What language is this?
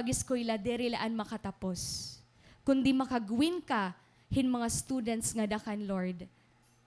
Waray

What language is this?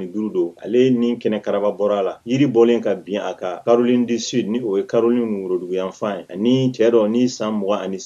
Bambara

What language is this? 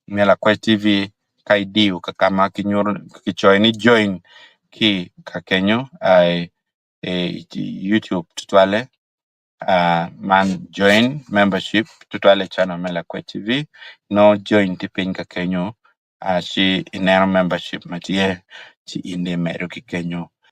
Acoli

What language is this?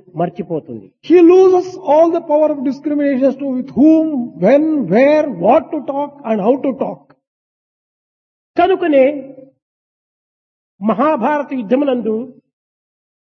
Telugu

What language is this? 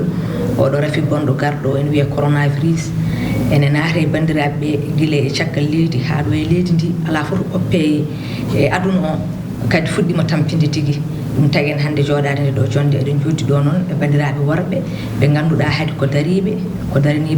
Fula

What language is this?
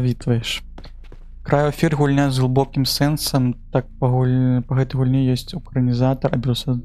Belarusian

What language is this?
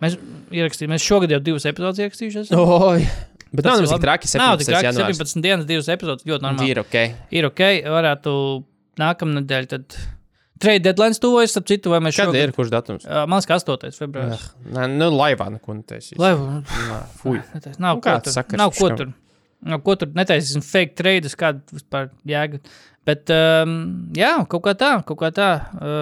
Latvian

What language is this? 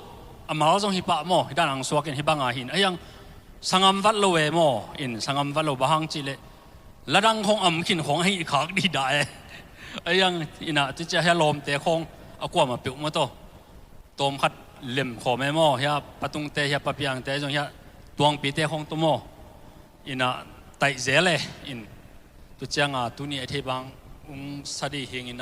Tedim Chin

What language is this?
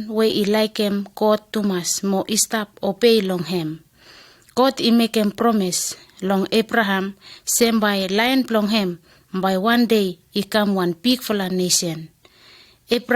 Bislama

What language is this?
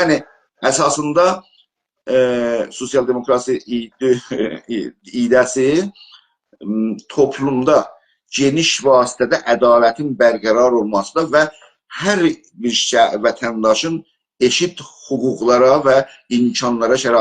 South Azerbaijani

